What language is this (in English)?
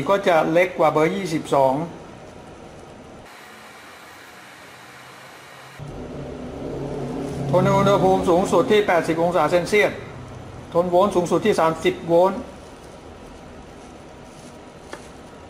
Thai